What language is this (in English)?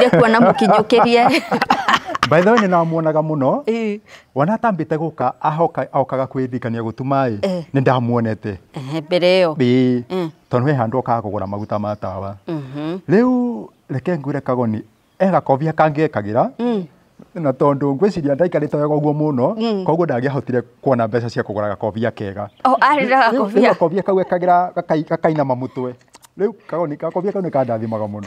Kikuyu